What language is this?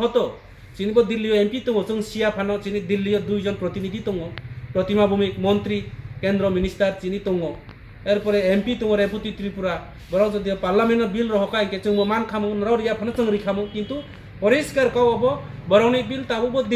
Kok Borok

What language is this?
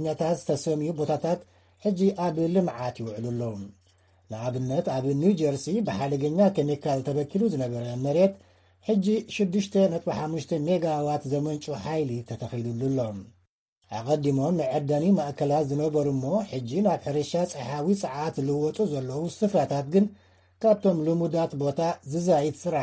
Tigrinya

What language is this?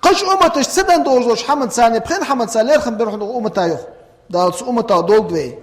Ingush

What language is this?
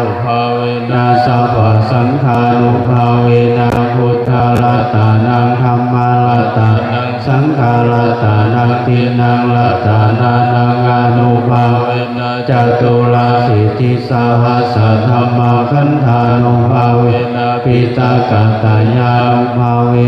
Pali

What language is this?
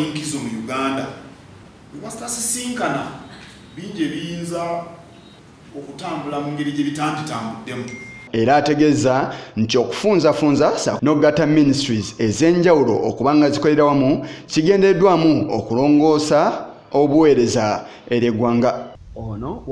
Ganda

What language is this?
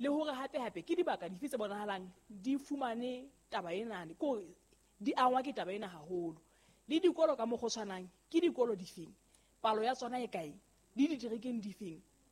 Southern Sotho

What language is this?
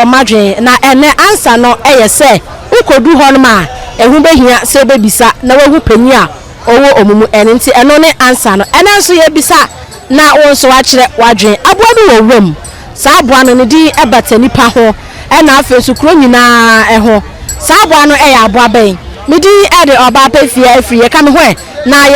Akan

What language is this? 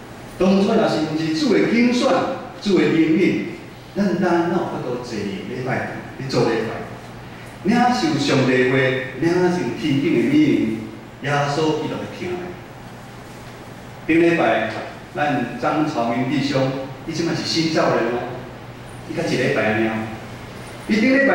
Min Nan Chinese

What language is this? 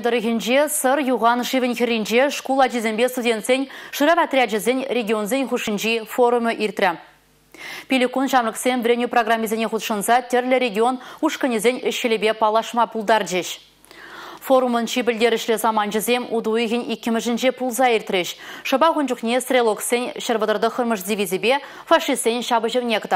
Chuvash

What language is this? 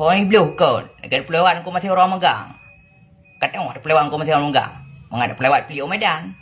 Achinese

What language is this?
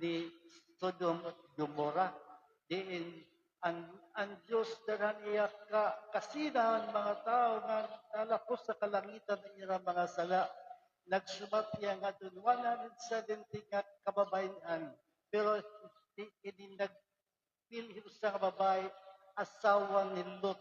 Waray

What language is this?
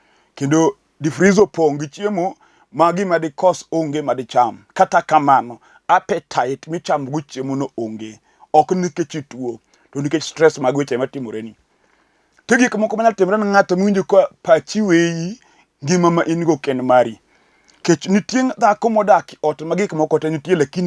Luo (Kenya and Tanzania)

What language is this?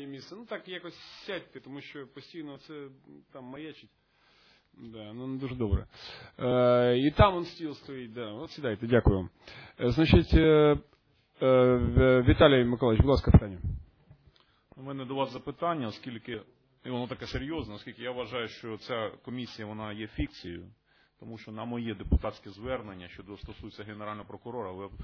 Ukrainian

